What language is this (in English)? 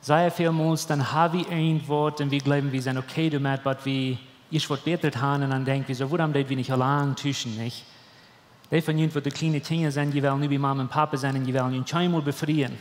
Plautdietsch